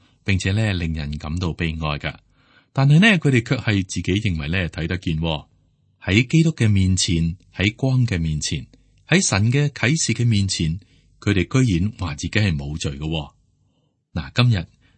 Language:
Cantonese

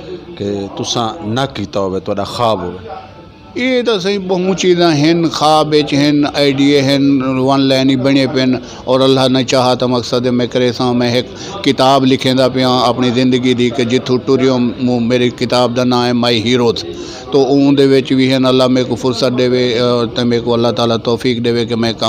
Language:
Saraiki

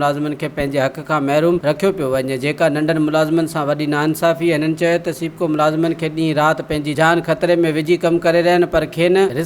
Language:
Sindhi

